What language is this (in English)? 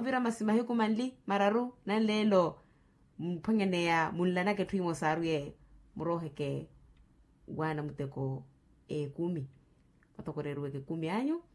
Makhuwa